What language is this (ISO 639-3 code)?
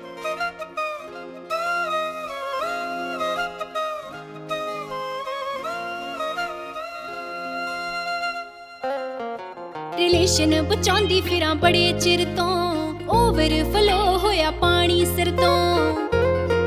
pan